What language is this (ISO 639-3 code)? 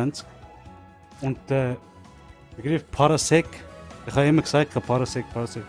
gsw